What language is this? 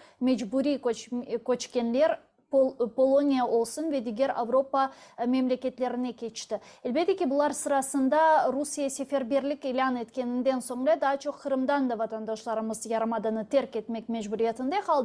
Crimean Tatar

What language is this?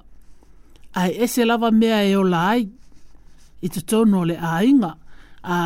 Samoan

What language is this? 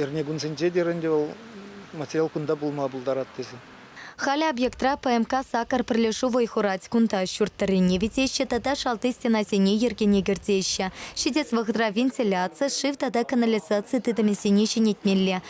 Chuvash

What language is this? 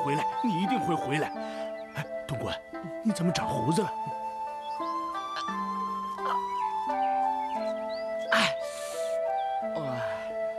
Chinese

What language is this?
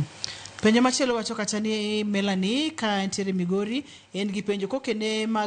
Luo (Kenya and Tanzania)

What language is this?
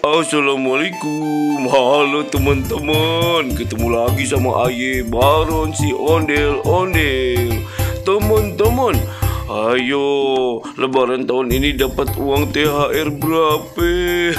Betawi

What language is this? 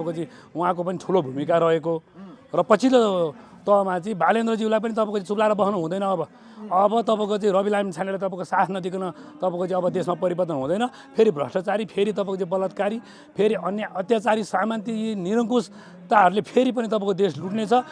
Nepali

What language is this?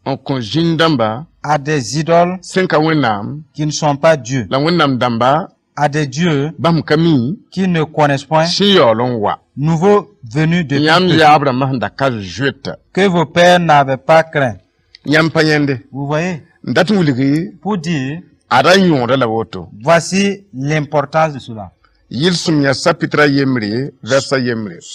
Mossi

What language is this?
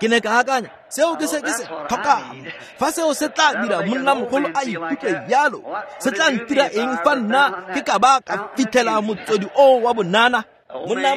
Tswana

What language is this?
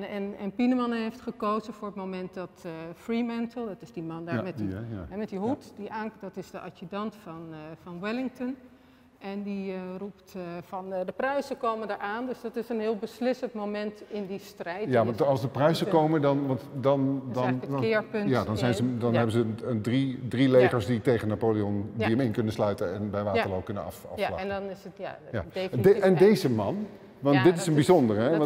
Dutch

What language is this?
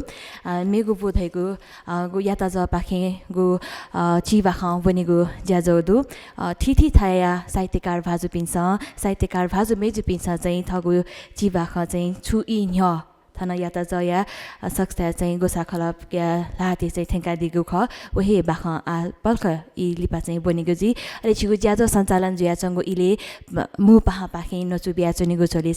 Newari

